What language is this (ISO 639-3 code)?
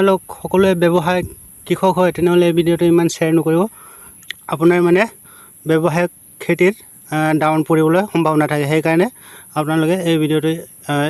asm